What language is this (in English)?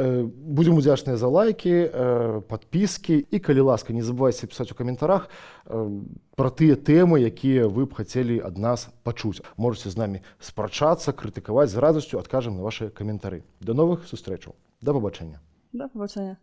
Belarusian